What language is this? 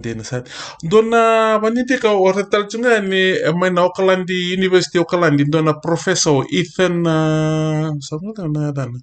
Fijian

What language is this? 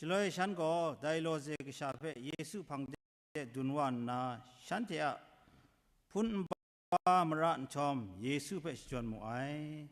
Kachin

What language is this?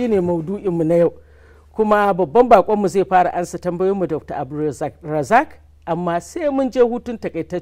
Hausa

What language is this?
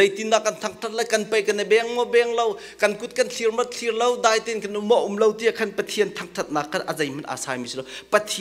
Hakha Chin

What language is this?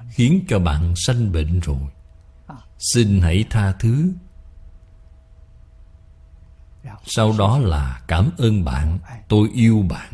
Vietnamese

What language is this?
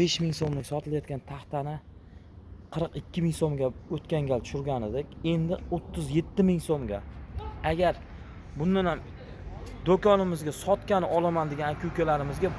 Uzbek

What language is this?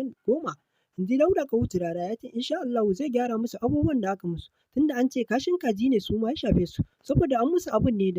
Hausa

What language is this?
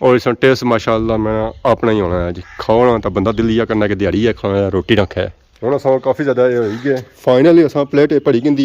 Pahari-Potwari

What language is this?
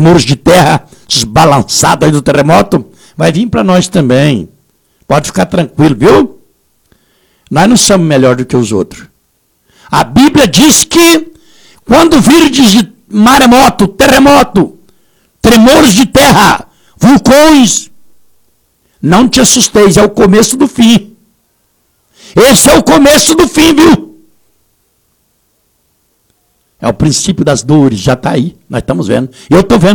Portuguese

